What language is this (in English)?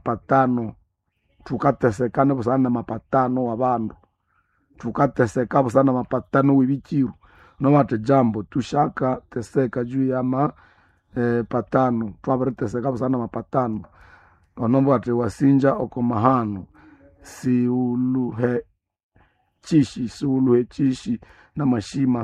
Nande